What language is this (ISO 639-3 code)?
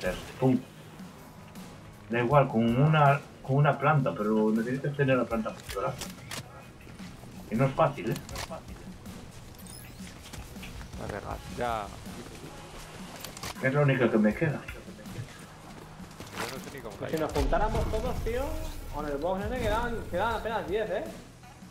spa